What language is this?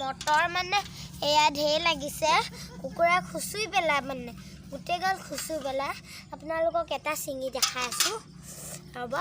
Assamese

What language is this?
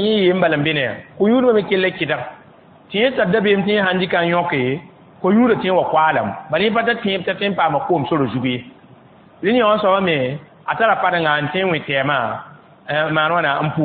Mossi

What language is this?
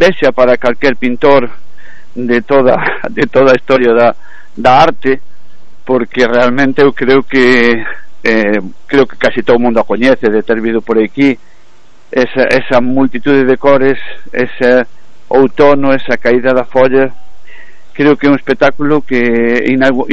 Galician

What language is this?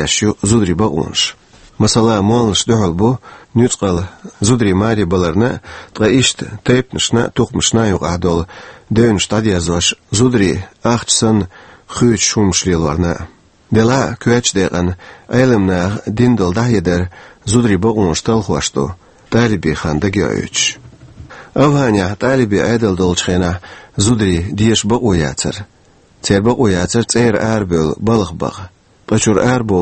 Chechen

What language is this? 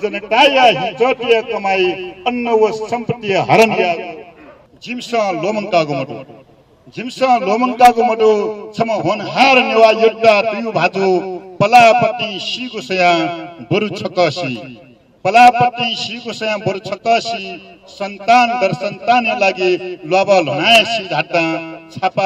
Newari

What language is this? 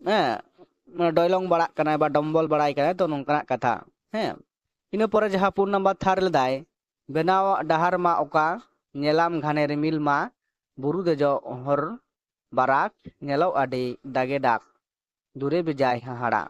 Santali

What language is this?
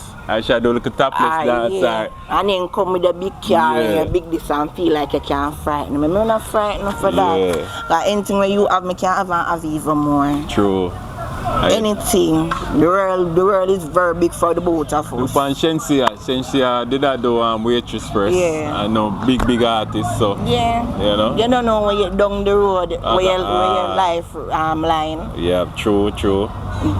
Jamaican Creole English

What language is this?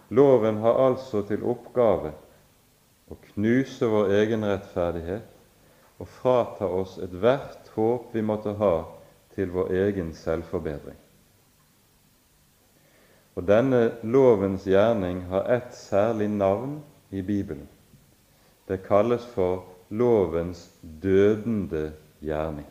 Norwegian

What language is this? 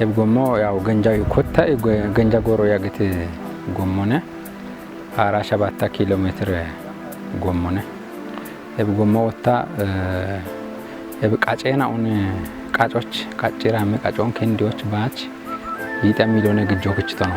Kafa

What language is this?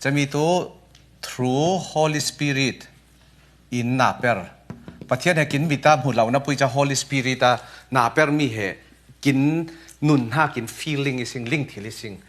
Falam Chin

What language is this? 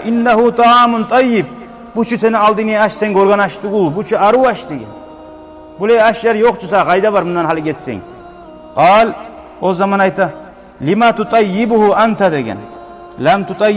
Kumyk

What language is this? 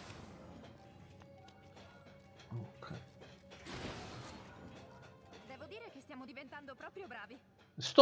Italian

